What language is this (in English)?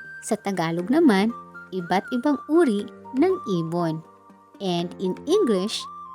Waray